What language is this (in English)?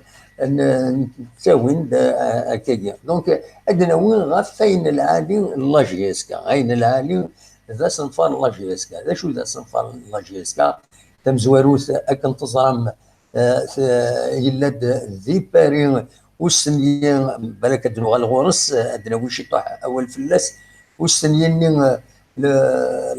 Kabyle